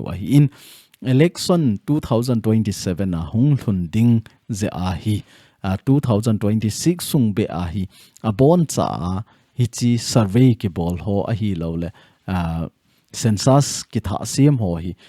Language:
Thado Chin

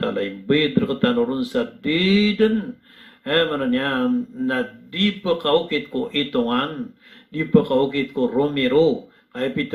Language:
Maranao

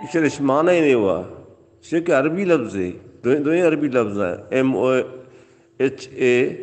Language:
Baluchi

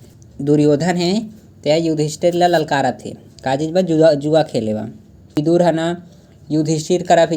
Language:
Chhattisgarhi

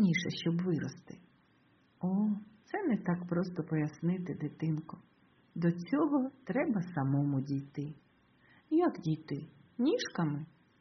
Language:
Ukrainian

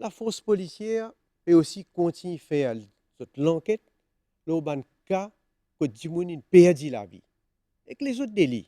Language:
Morisyen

